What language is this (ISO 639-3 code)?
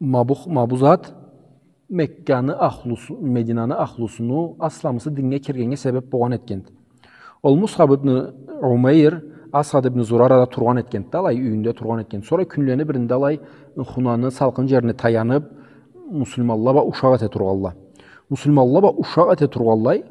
krc